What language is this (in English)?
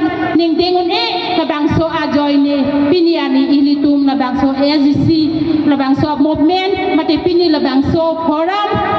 Karbi